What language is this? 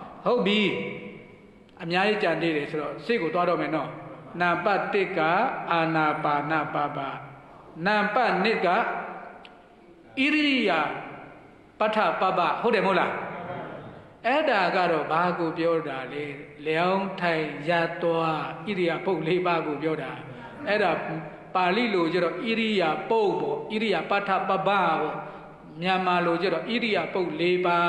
Burmese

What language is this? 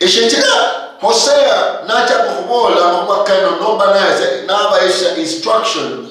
Luyia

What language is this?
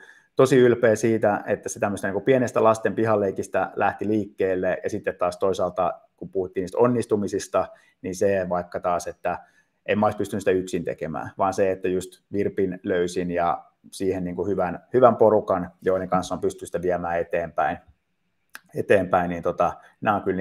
Finnish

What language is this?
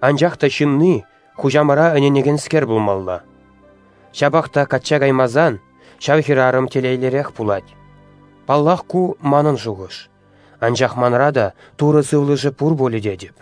Chuvash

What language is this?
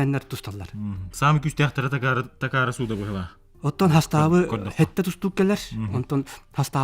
Yakut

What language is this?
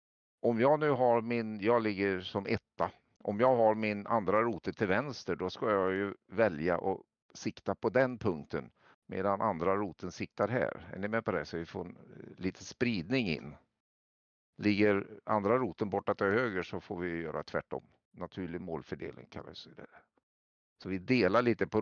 Swedish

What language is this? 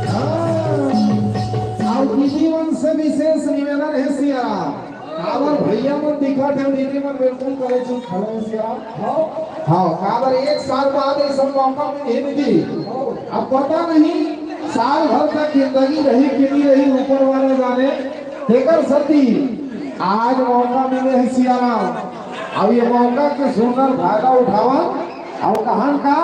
Chhattisgarhi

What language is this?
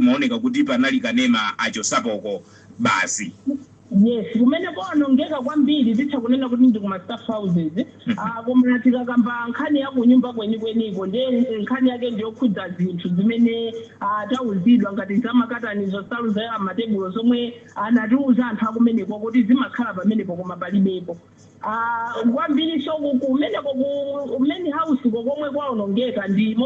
Nyanja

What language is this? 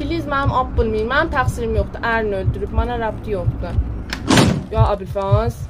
South Azerbaijani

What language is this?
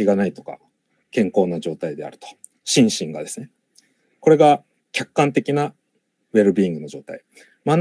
Japanese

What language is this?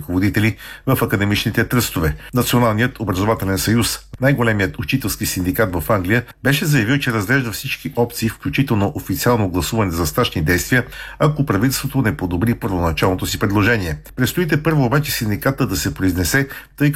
Bulgarian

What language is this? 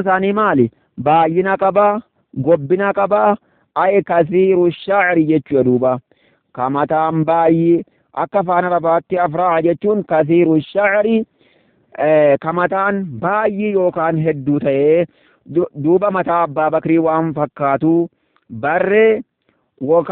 Oromo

